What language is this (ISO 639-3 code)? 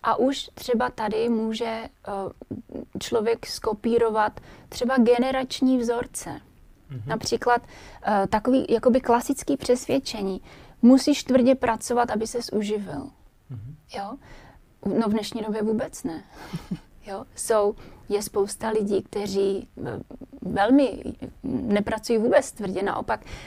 ces